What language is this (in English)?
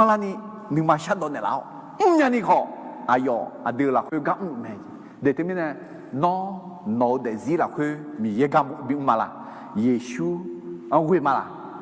Akha